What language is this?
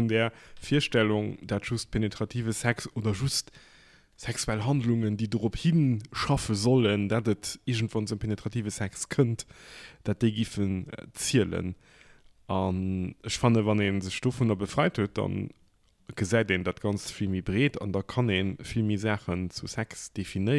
Luxembourgish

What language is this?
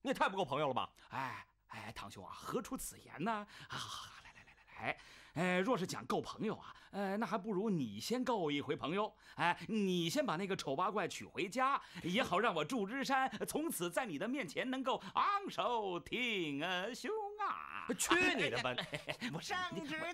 Chinese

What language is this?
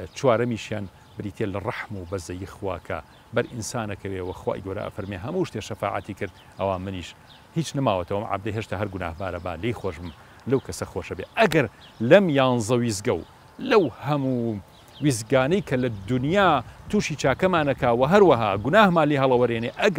Central Kurdish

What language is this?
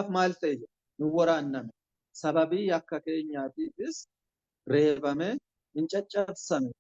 Oromo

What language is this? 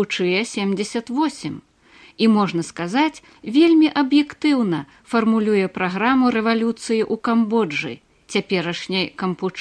Belarusian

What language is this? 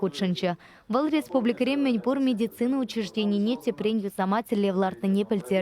Chuvash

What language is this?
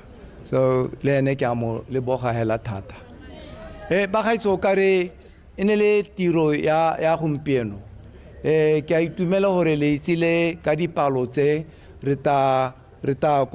Tswana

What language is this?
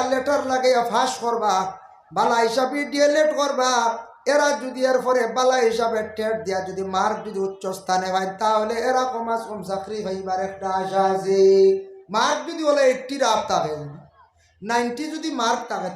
Sylheti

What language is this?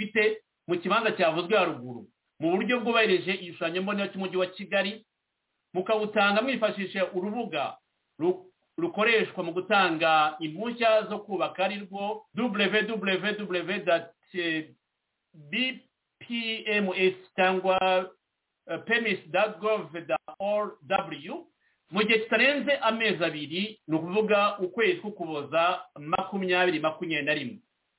Kinyarwanda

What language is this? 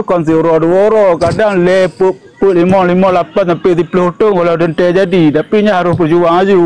Achinese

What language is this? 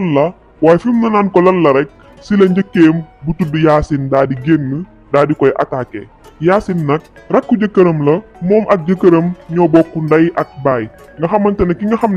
Wolof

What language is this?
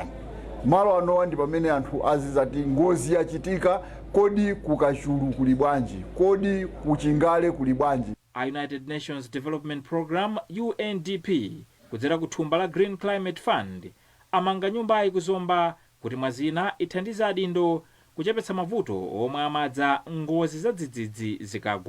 Nyanja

